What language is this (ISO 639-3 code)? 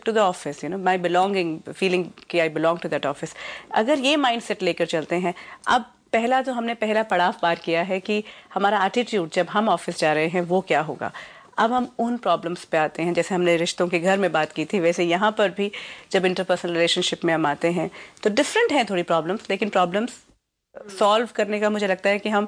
hin